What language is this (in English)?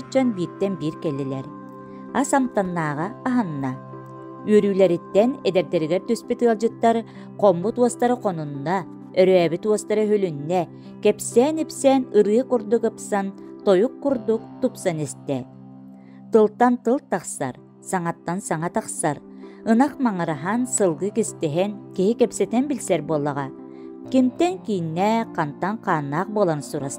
Yakut